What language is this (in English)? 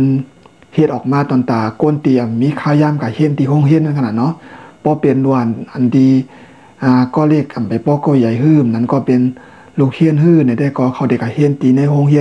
Shan